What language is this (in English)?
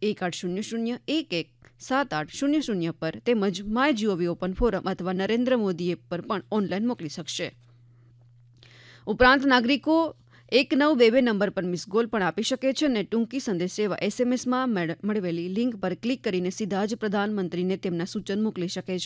Gujarati